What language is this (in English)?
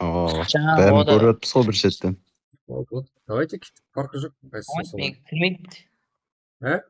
Kara-Kalpak